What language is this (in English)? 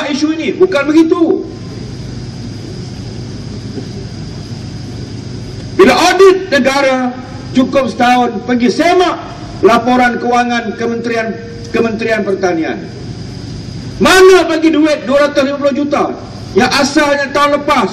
Malay